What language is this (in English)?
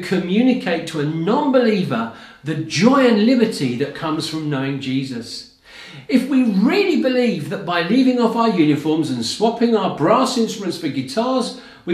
English